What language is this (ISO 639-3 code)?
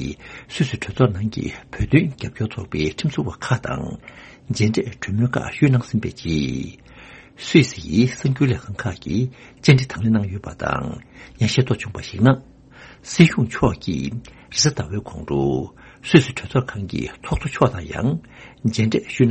bod